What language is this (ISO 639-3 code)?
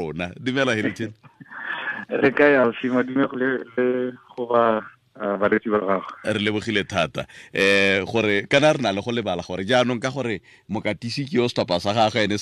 tsn